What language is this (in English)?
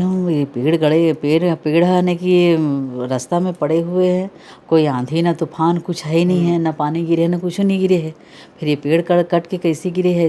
Chhattisgarhi